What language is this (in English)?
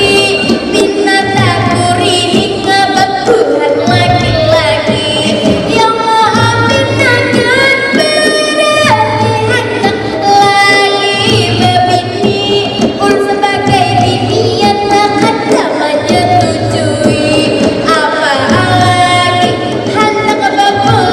Banjar